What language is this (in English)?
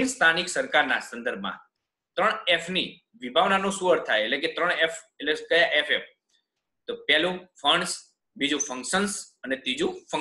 Gujarati